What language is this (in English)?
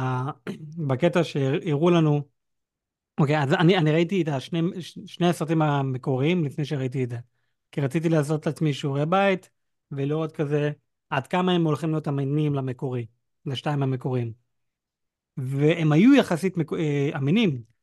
Hebrew